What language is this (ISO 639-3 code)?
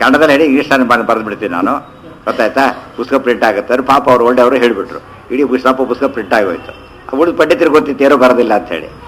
kan